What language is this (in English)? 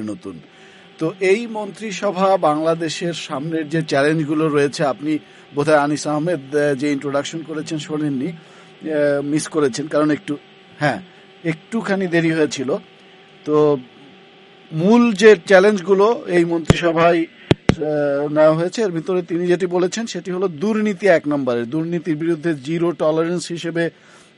Bangla